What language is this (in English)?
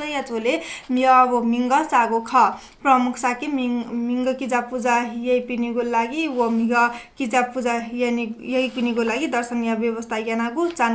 Newari